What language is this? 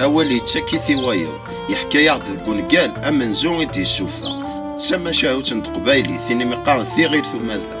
Kabyle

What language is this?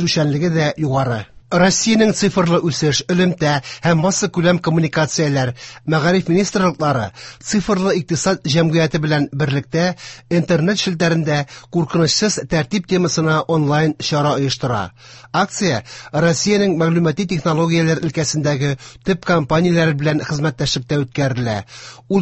Tatar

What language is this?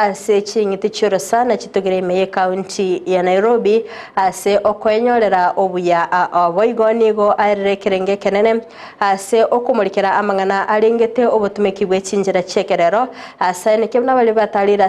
Gusii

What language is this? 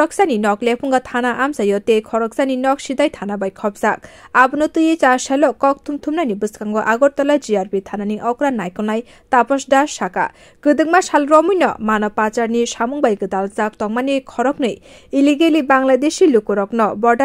Kok Borok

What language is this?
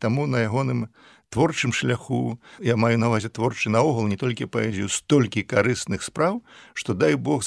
Belarusian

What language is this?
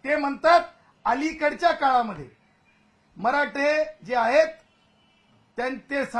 Marathi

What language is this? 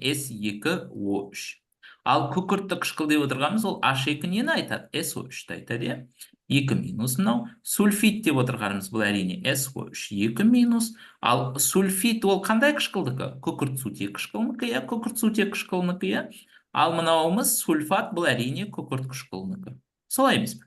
Kazakh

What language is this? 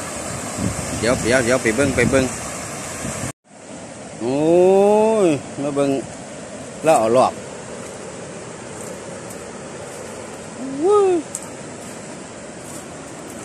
Northeastern Thai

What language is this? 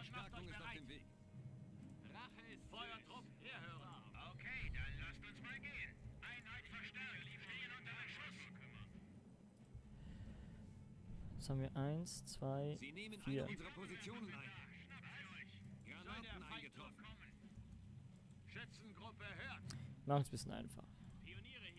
German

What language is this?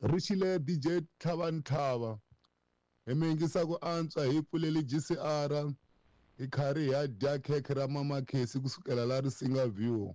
Tsonga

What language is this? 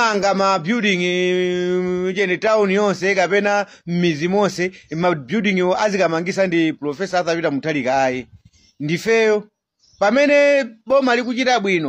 Nyanja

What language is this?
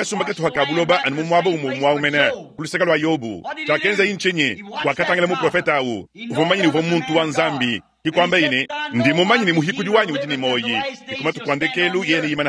Luba-Lulua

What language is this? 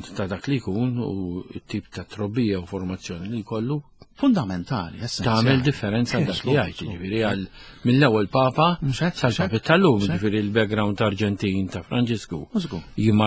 Maltese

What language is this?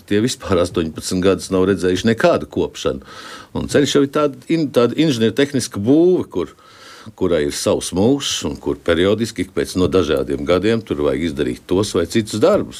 Latvian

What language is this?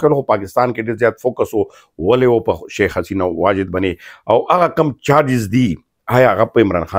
Pashto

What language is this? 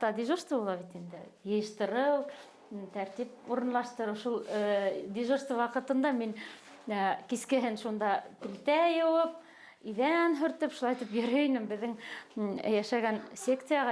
Bashkir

